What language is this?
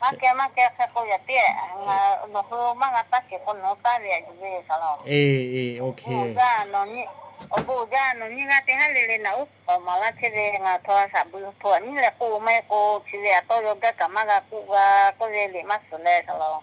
Lahu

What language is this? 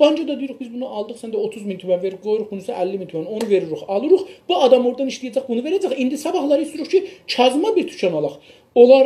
South Azerbaijani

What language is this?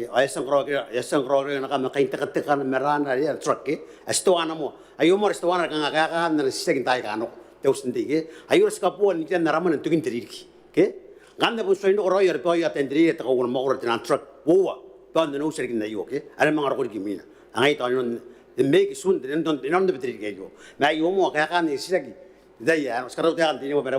Gilbertese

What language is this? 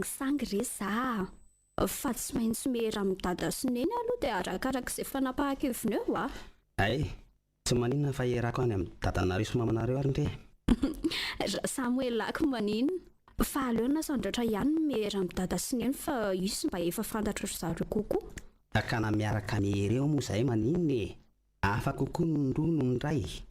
Malagasy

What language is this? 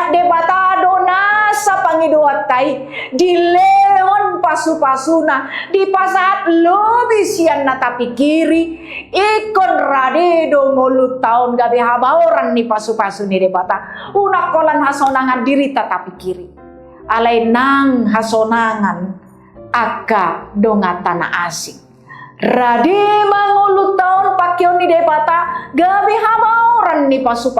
Batak Toba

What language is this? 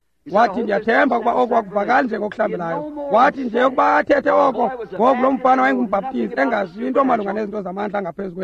Xhosa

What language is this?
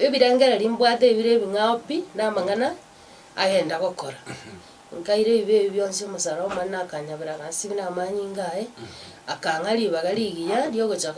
Gusii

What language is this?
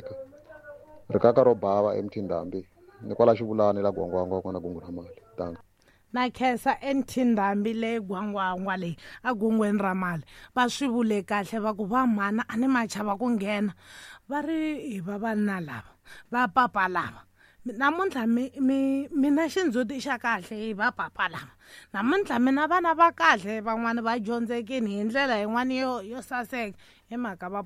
Tsonga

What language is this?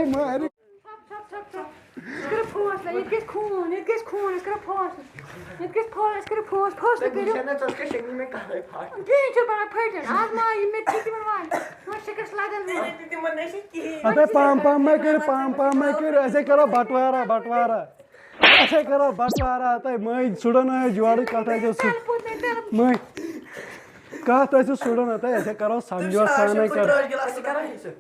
Kashmiri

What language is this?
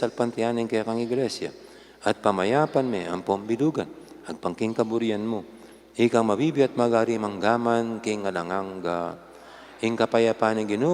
Pampanga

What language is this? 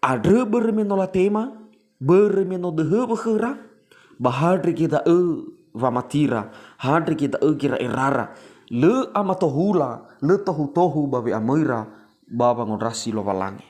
Nias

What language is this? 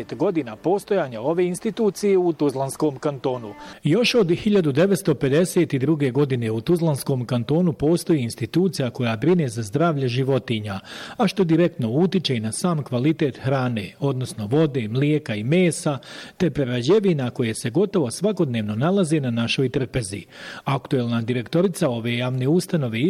Bosnian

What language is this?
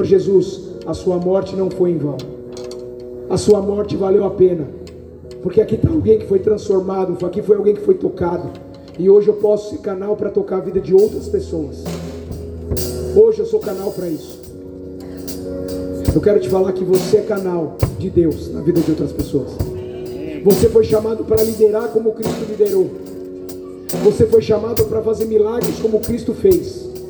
Portuguese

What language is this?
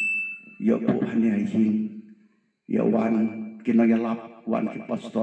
Khasi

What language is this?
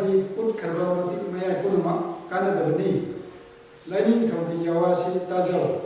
Manipuri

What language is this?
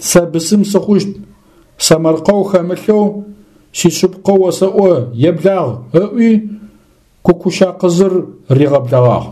Adyghe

